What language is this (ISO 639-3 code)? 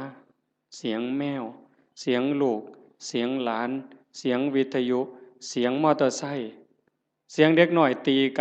tts